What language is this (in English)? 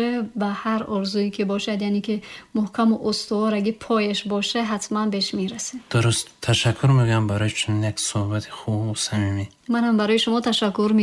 Tajik